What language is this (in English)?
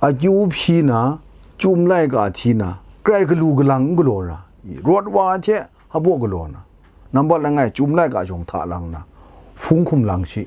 Kachin